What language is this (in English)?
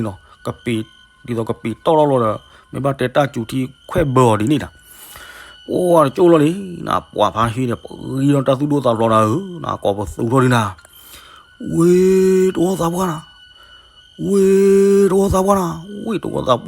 S'gaw Karen